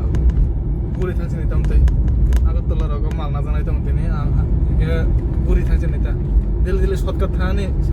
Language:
Kok Borok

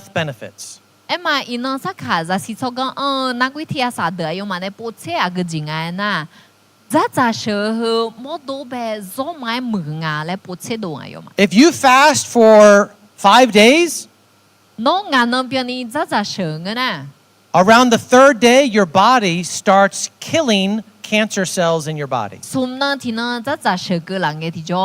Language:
Akha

